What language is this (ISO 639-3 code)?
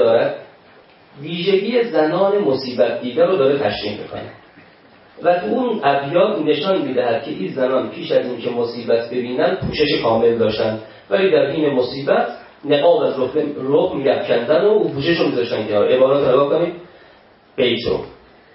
fas